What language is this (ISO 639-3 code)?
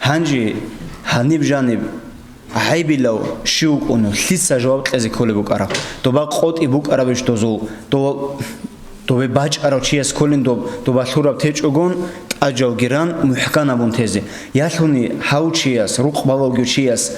ava